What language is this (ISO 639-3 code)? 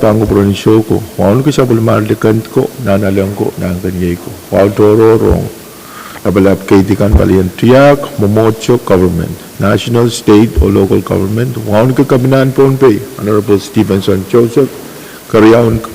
pon